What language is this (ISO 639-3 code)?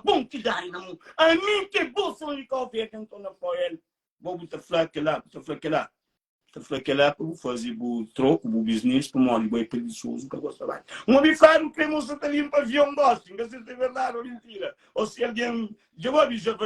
kea